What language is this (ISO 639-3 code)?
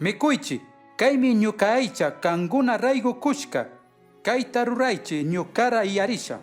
qug